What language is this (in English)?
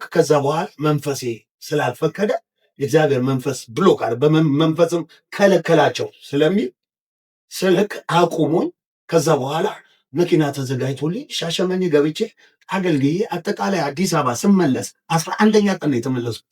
Amharic